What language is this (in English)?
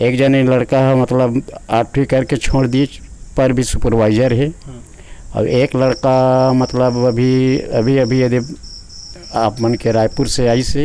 Chhattisgarhi